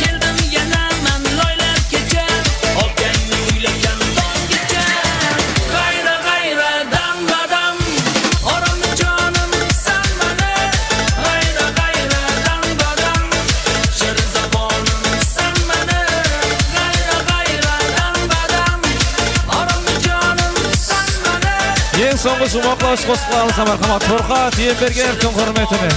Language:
Kara-Kalpak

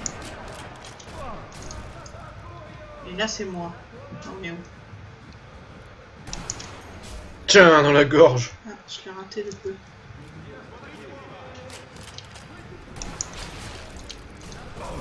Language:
French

